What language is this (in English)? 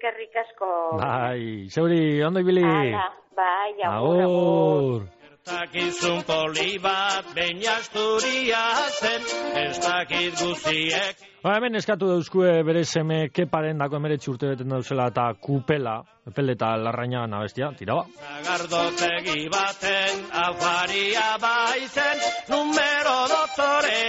Basque